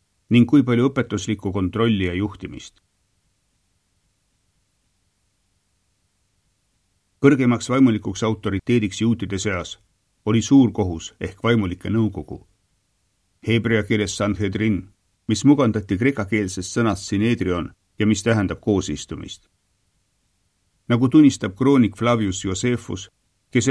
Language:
Estonian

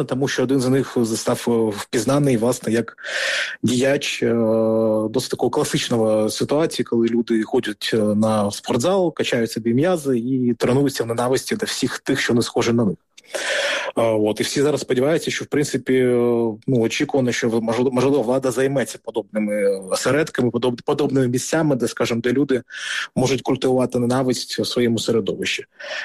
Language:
Ukrainian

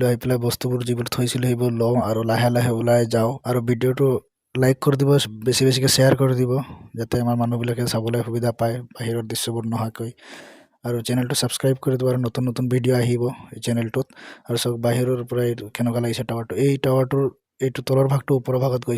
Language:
Assamese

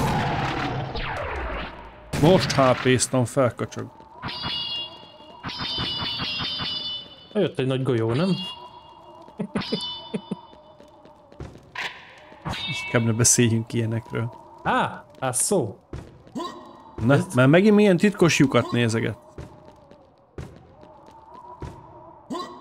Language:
Hungarian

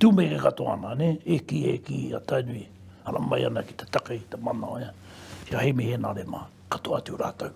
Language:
Māori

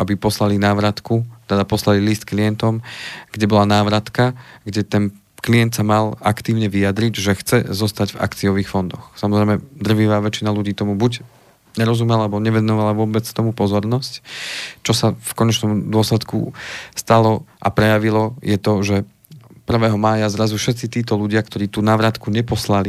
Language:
Slovak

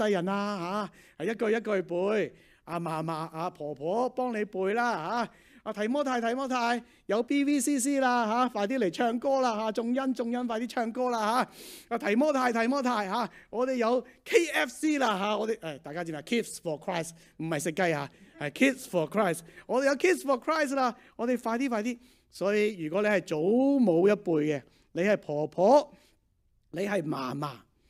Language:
Cantonese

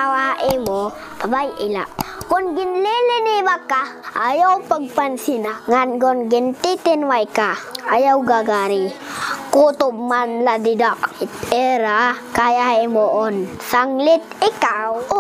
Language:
Waray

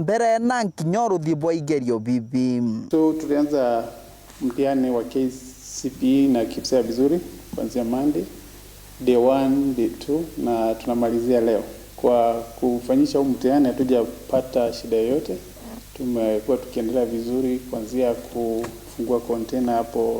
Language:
Meru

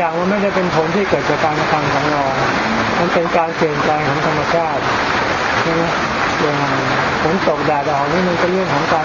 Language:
Thai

